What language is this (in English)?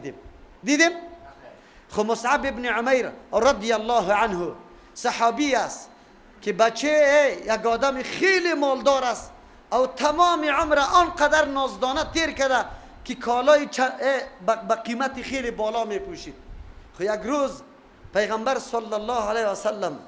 Persian